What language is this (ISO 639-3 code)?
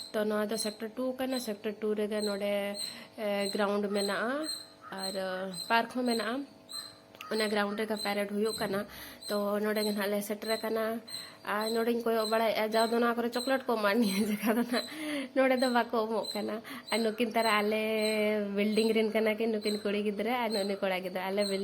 sat